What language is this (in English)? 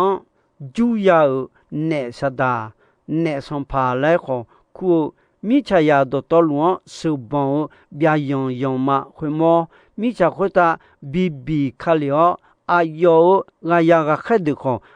Akha